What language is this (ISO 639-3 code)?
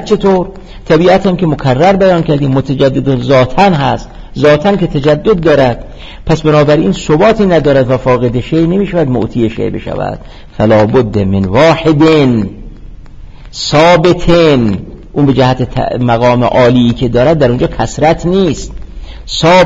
fas